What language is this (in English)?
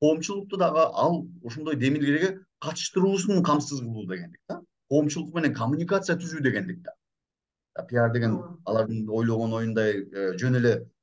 Kyrgyz